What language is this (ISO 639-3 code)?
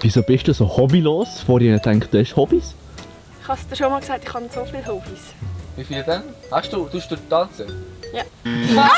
gsw